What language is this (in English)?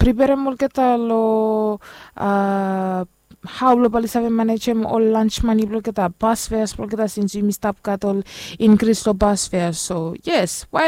Bislama